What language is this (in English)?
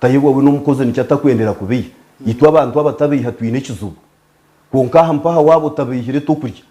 Nyankole